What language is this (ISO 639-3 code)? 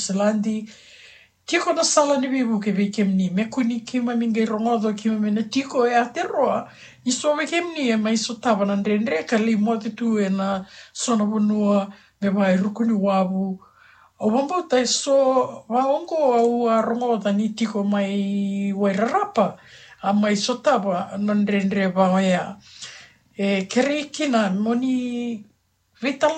fij